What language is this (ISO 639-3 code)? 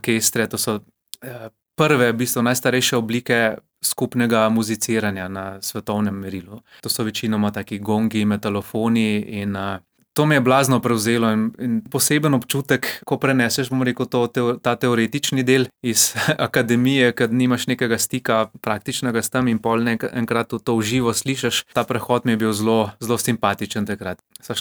slv